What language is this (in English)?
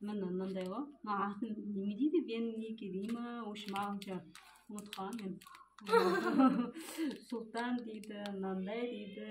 Kazakh